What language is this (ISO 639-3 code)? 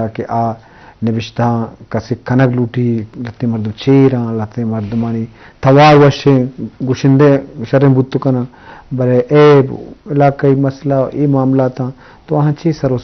bgp